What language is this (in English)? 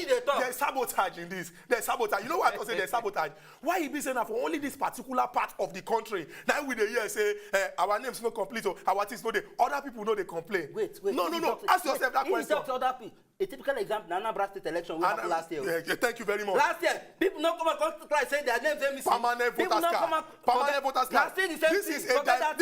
Nigerian Pidgin